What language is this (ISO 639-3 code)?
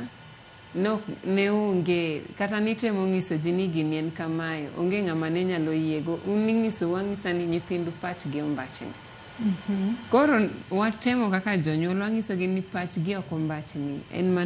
luo